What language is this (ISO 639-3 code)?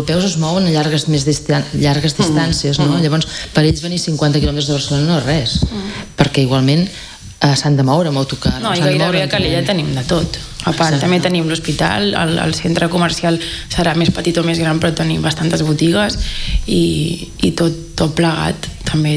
cat